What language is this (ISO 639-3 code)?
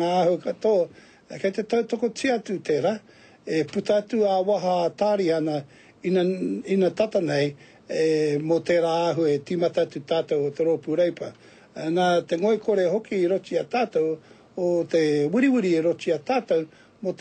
mri